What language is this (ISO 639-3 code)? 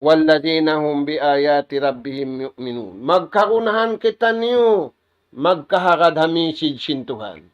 tsg